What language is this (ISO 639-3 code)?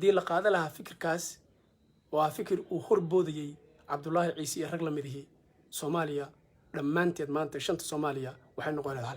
som